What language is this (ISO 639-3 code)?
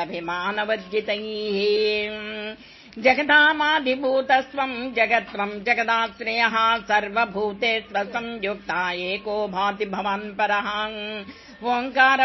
san